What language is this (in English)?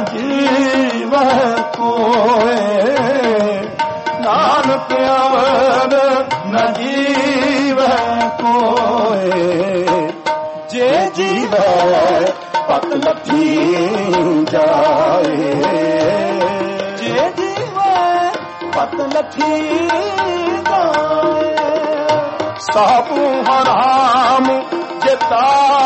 Punjabi